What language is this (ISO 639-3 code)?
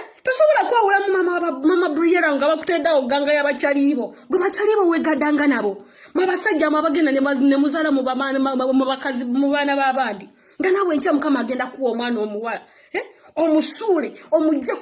lug